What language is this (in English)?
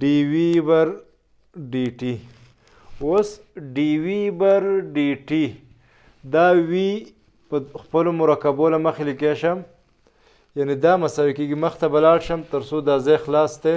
Pashto